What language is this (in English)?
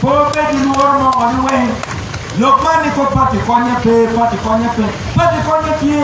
Acoli